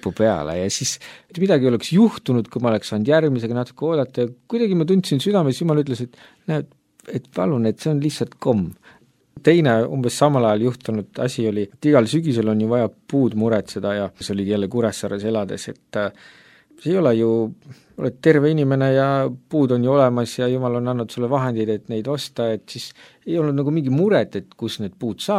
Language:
Estonian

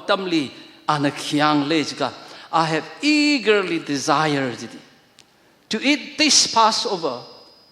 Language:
Tangkhul Naga (India)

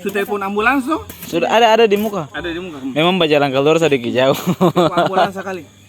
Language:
Ambonese Malay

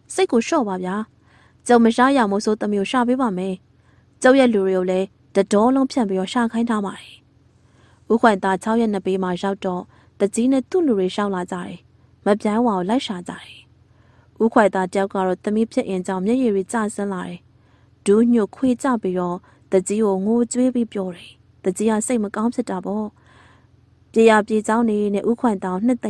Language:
Burmese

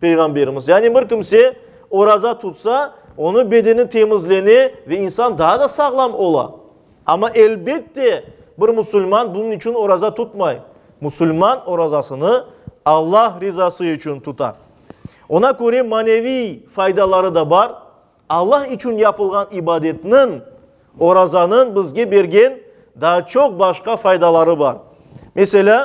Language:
Crimean Tatar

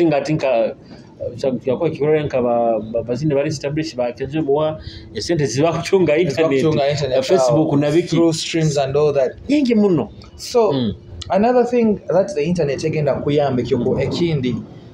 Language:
Nyoro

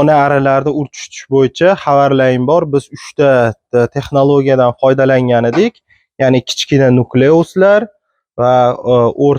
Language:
Uzbek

